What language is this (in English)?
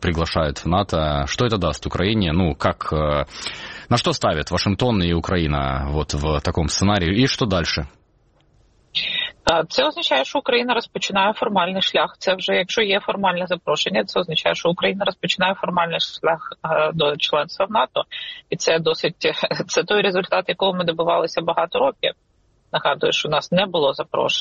Ukrainian